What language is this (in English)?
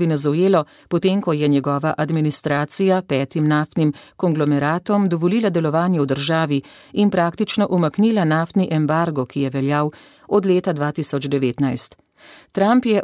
Slovenian